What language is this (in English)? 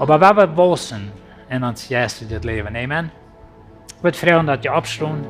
Plautdietsch